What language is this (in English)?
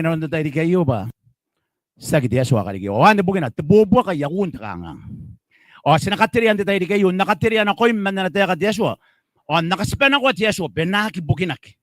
Gilbertese